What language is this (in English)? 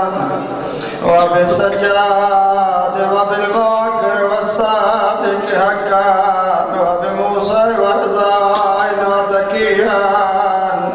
Urdu